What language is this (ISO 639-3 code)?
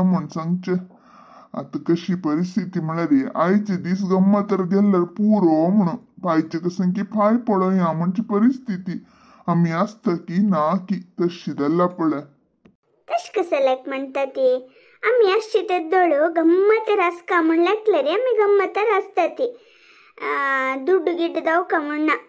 kok